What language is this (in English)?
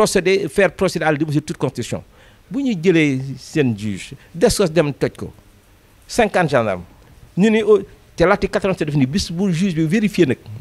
Wolof